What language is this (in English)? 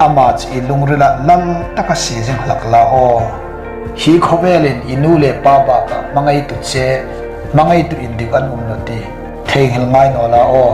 Hmar